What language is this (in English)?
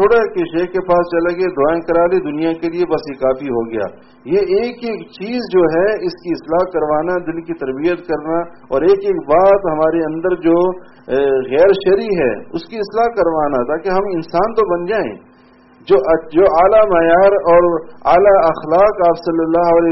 Urdu